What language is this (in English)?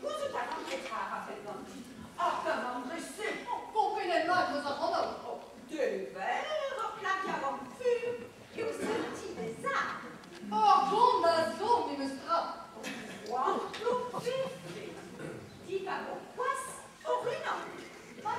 Breton